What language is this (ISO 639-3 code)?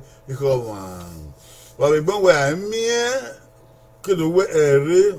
bin